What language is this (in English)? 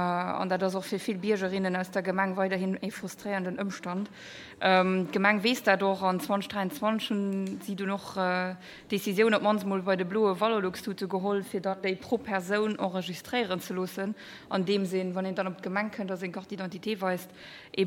Luxembourgish